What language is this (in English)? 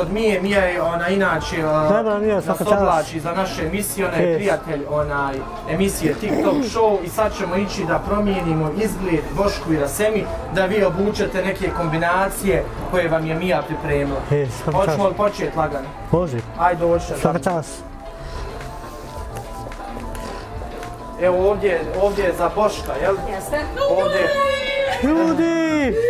Bosnian